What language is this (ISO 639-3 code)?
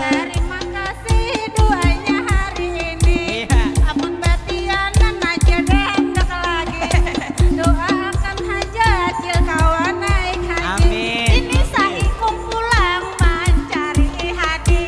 bjn